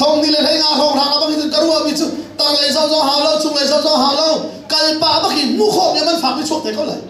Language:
Hakha Chin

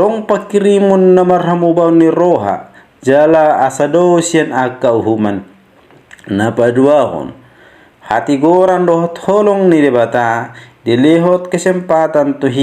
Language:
Batak Toba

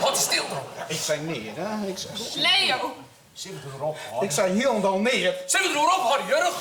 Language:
Western Frisian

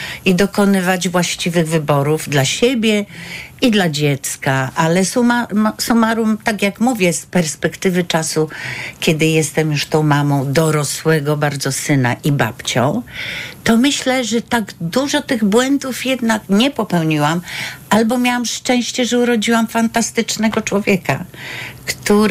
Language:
Polish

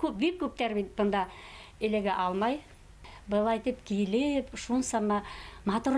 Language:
Bashkir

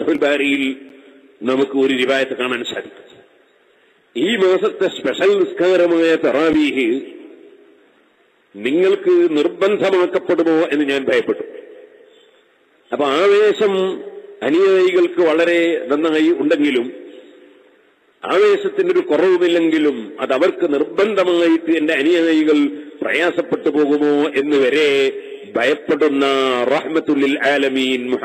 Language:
Malayalam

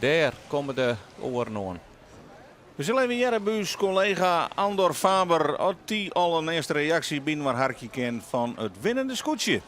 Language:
Western Frisian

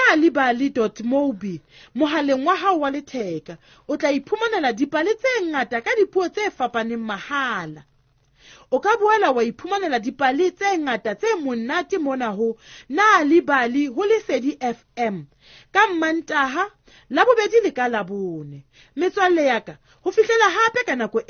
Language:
Southern Sotho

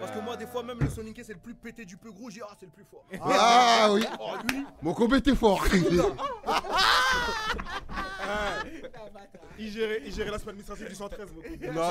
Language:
French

